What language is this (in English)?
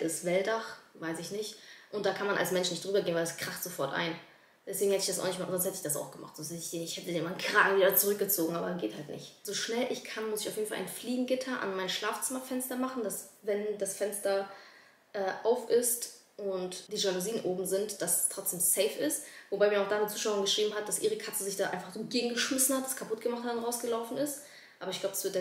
German